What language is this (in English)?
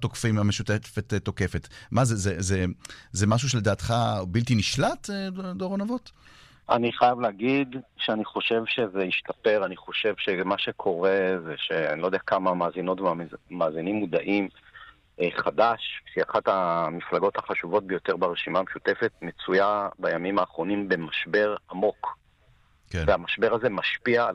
Hebrew